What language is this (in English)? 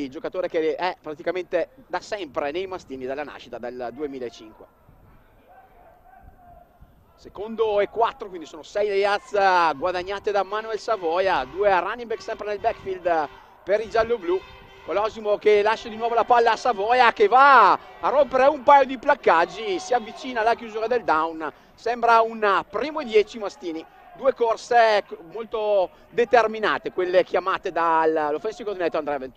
Italian